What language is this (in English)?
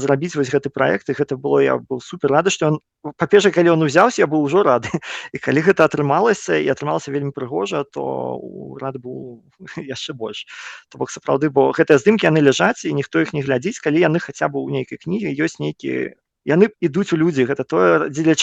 Belarusian